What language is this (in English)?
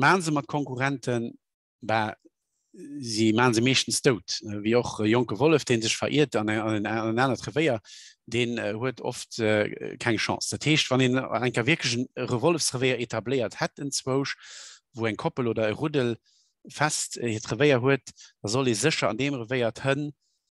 Luxembourgish